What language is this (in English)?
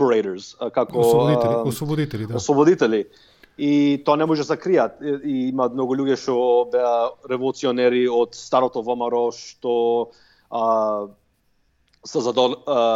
Macedonian